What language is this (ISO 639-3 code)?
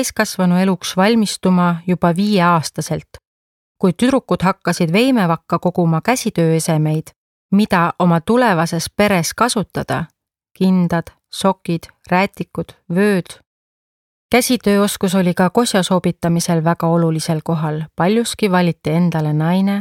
est